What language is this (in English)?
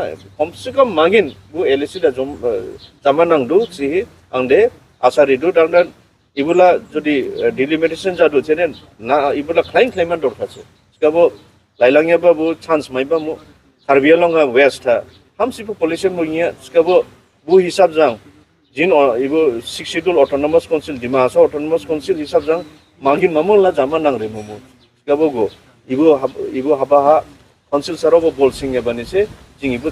Dimasa